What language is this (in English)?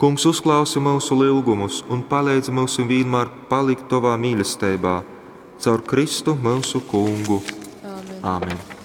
Latgalian